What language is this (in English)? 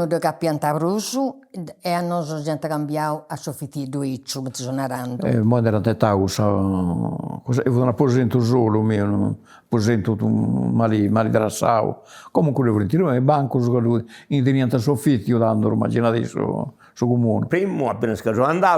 Sardinian